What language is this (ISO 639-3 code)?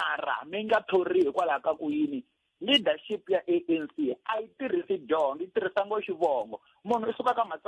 tso